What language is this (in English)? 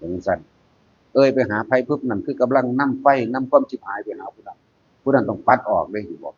Northeastern Thai